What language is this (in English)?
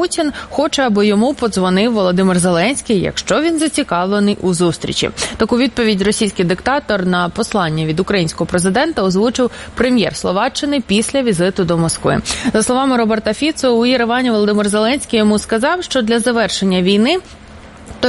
Ukrainian